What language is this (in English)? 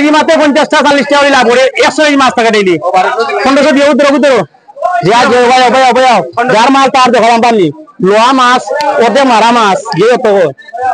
Sylheti